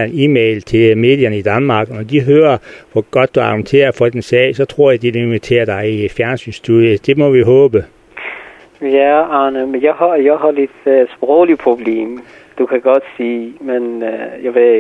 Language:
Danish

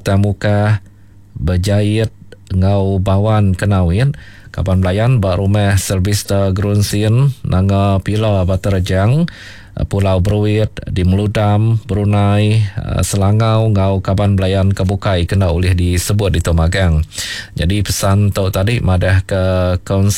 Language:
Iban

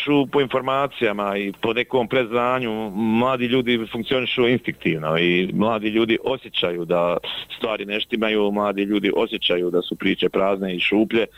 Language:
Bosnian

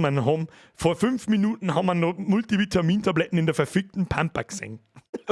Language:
Bavarian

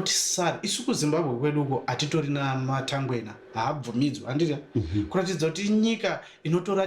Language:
Shona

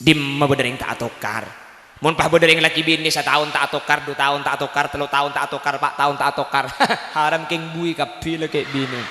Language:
Madurese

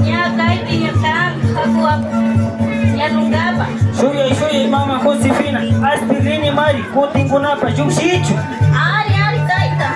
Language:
Imbabura Highland Quichua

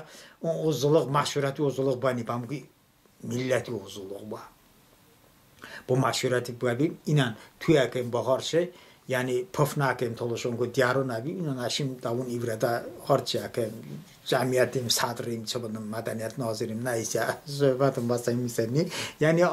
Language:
Talysh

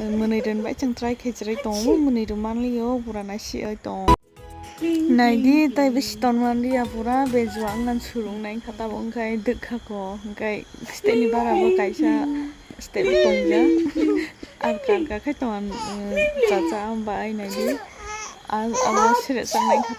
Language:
Kok Borok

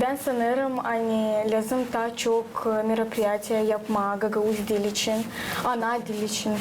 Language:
Gagauz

